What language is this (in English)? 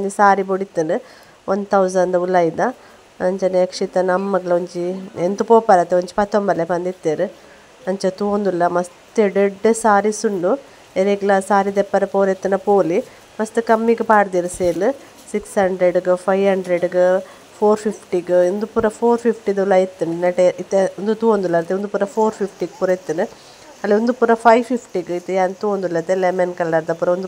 Tulu